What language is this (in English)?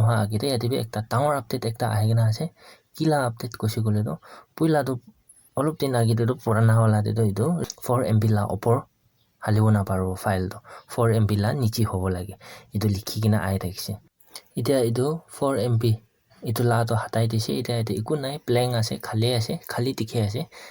Naga Pidgin